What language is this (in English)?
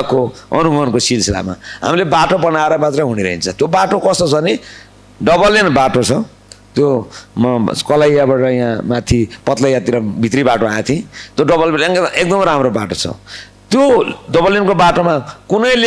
Nepali